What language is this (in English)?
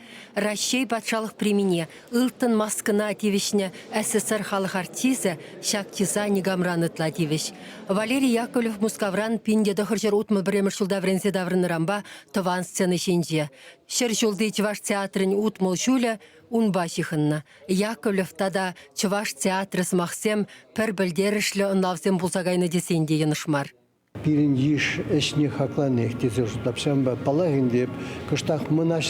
Chuvash